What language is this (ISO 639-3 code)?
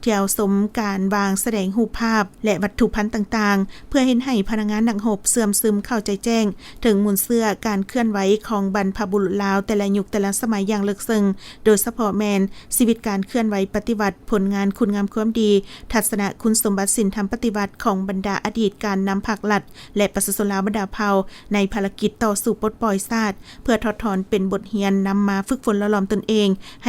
lao